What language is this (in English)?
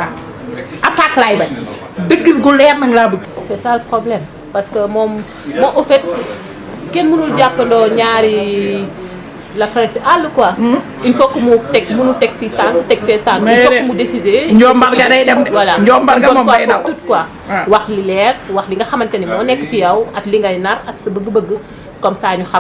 Wolof